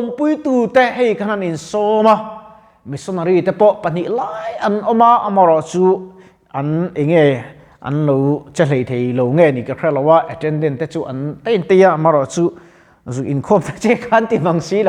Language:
Mizo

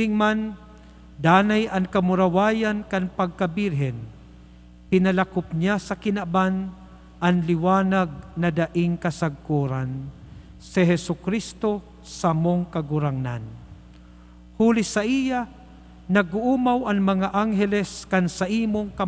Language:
Bikol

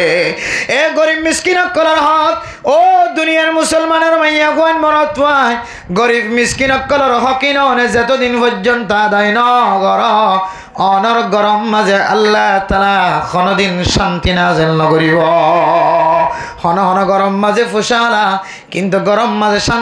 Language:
Rohingya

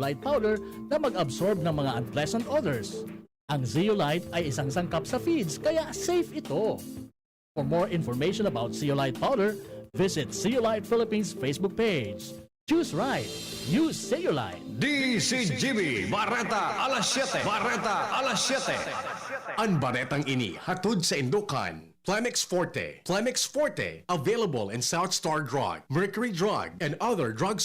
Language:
Bikol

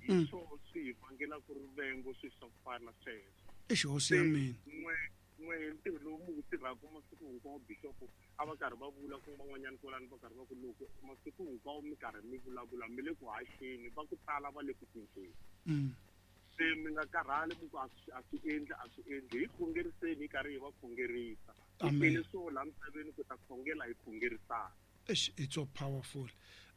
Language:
Tsonga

